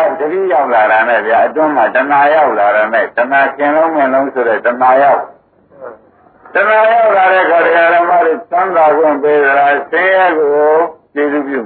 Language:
Burmese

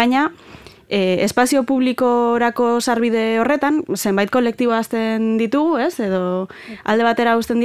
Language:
Basque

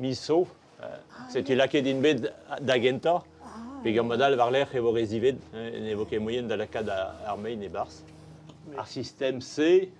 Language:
Breton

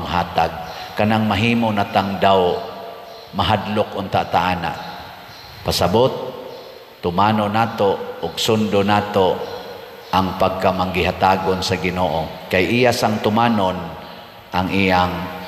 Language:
Cebuano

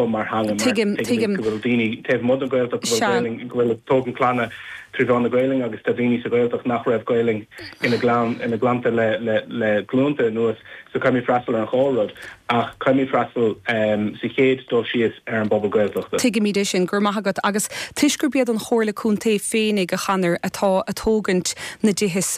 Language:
Irish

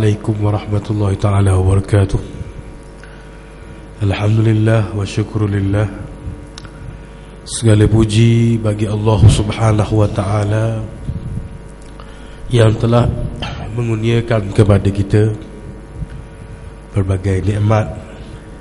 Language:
Malay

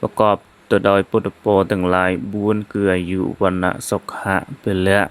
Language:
Khmer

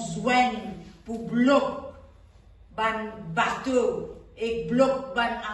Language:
Morisyen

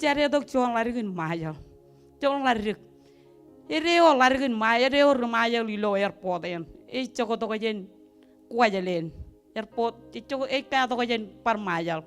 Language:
Marshallese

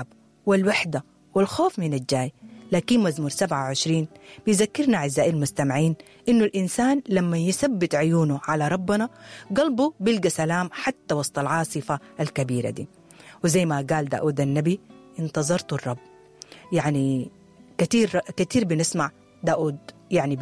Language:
Sudanese Arabic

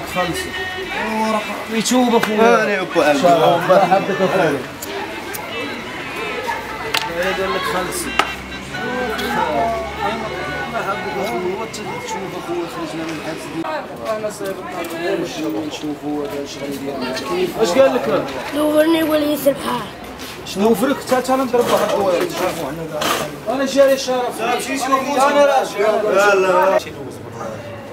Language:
Moroccan Arabic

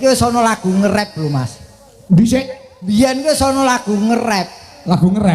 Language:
Javanese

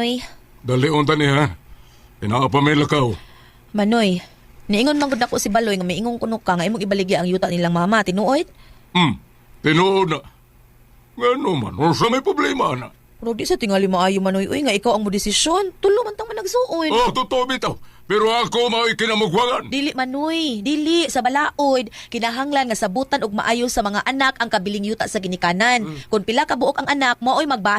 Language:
Cebuano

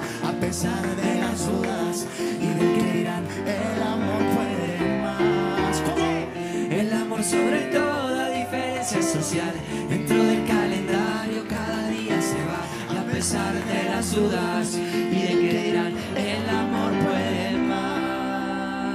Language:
Spanish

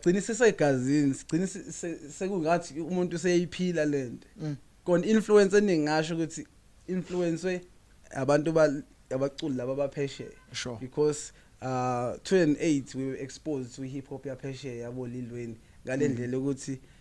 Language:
Zulu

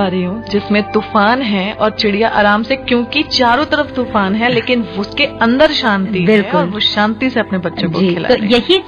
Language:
Hindi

